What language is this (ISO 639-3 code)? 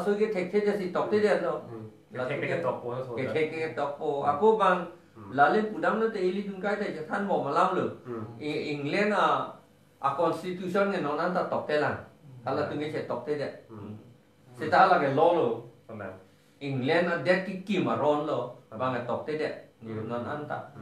mjw